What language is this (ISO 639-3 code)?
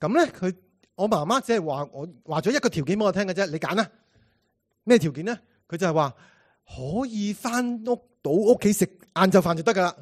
yue